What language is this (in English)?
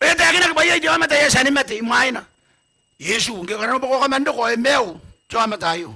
Gilbertese